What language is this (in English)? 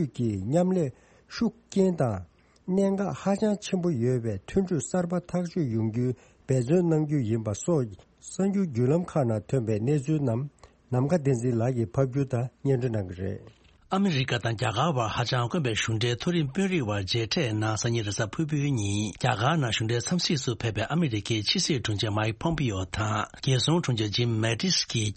Tibetan